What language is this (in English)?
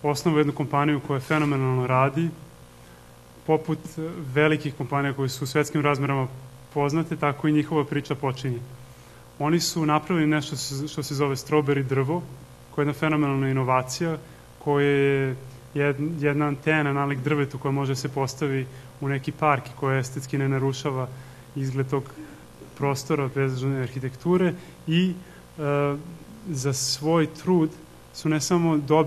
Serbian